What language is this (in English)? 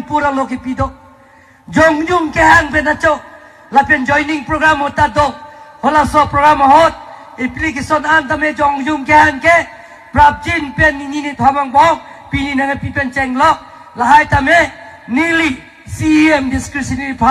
Karbi